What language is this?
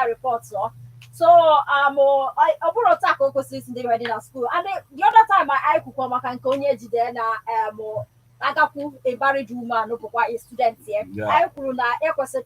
Igbo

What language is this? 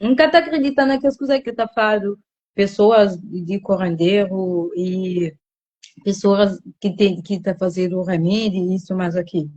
Kabuverdianu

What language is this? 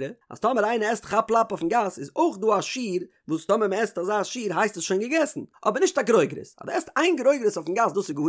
Yiddish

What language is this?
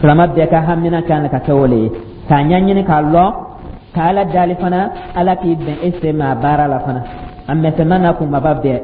Dyula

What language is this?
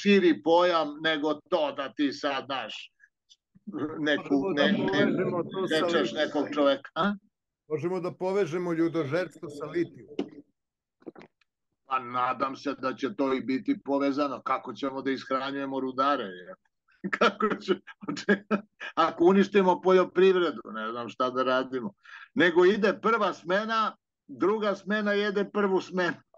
Serbian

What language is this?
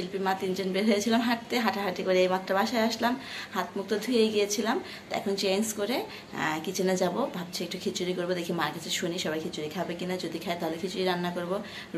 Bangla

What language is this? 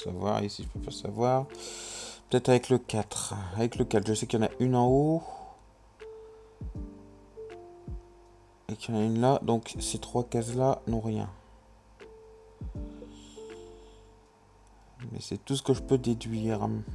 French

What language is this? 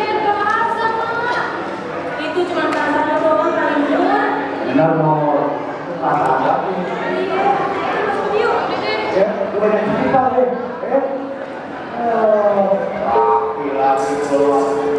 Betawi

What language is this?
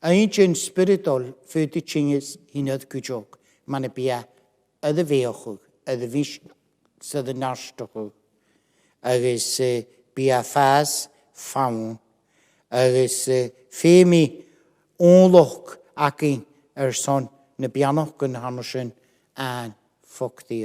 Scottish Gaelic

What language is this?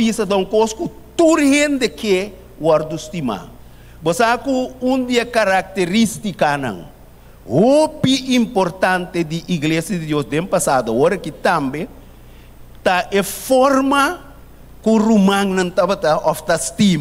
Papiamento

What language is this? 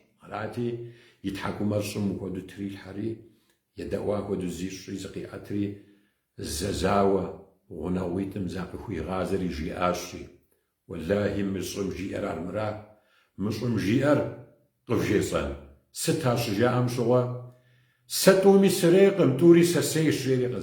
Kabardian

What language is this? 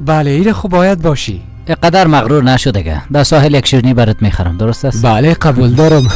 Persian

